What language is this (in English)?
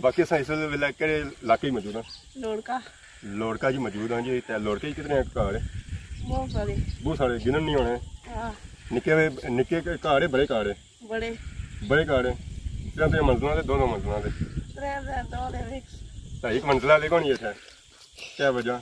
Pahari-Potwari